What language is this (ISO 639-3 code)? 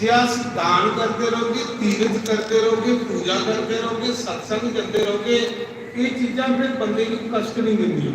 doi